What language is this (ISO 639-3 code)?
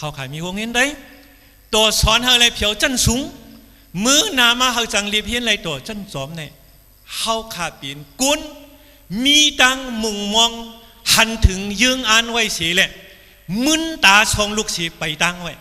shn